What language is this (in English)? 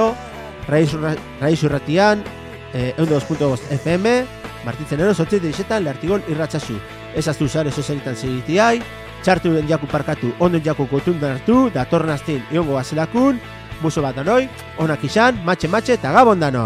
Basque